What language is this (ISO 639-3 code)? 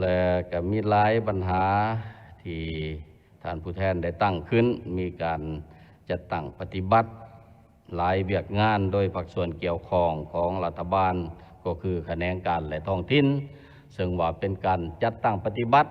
lao